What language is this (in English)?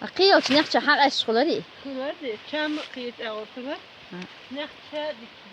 Chechen